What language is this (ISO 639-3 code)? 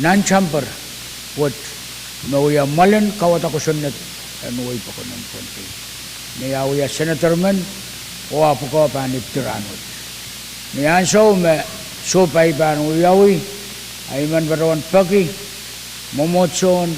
pon